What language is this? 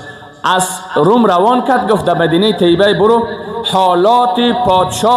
Persian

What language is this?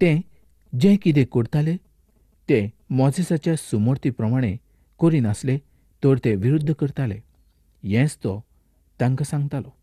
Konkani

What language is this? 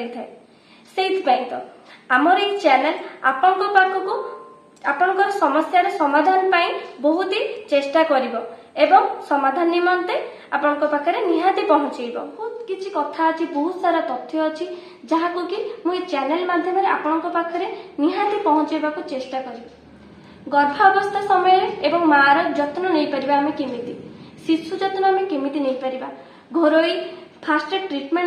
Odia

